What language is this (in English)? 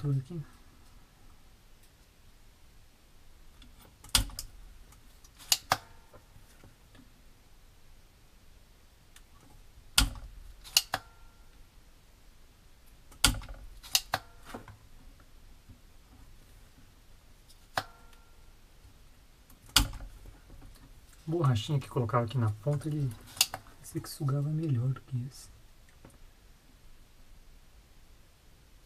Portuguese